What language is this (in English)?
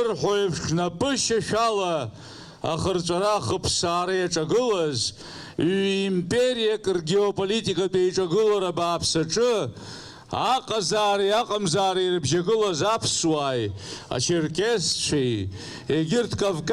Abkhazian